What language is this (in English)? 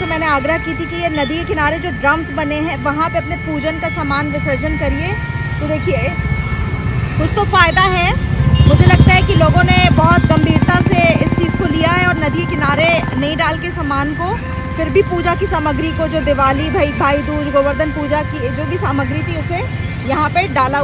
Hindi